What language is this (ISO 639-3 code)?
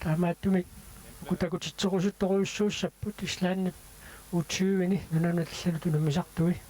kal